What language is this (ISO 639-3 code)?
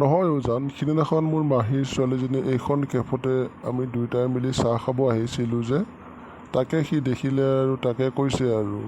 asm